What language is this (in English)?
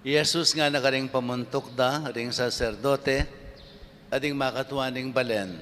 Pampanga